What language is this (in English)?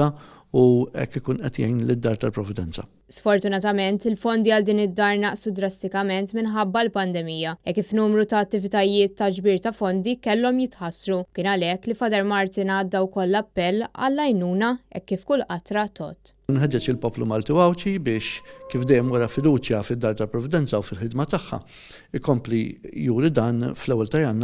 Maltese